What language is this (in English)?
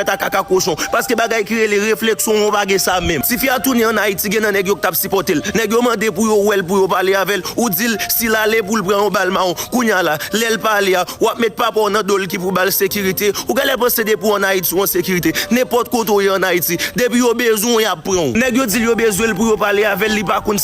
Haitian Creole